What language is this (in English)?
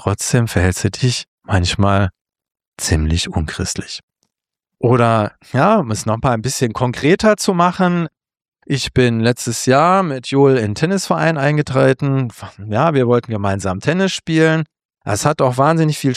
German